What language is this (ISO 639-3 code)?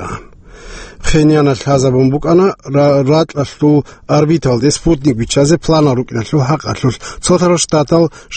ava